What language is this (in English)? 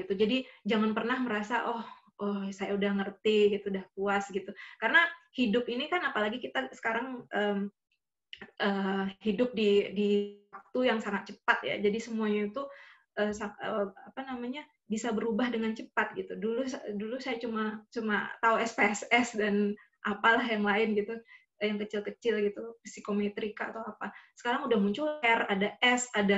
Indonesian